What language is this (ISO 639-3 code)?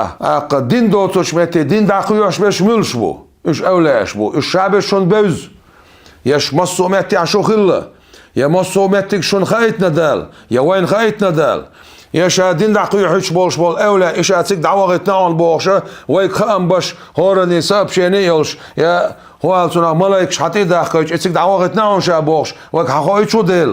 che